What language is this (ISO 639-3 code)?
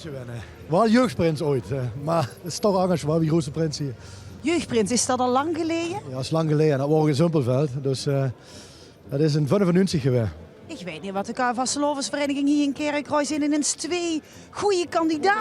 lim